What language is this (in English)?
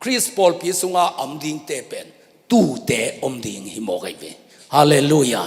Tedim Chin